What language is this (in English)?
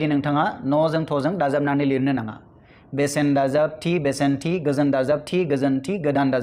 Bodo